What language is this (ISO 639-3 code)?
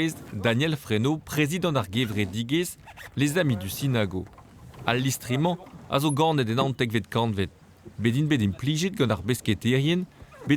bre